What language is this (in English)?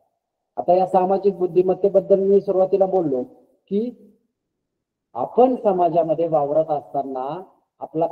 Marathi